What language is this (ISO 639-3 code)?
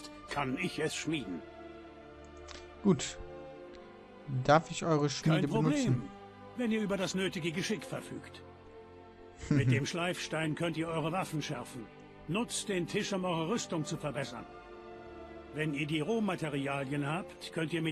deu